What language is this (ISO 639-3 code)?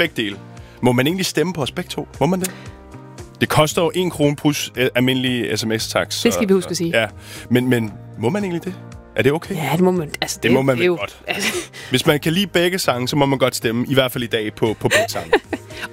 dan